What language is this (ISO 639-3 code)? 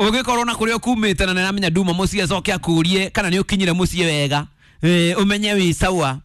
kik